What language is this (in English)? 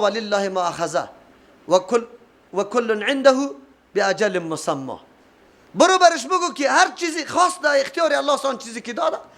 Persian